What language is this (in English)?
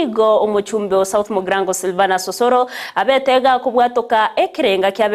Gusii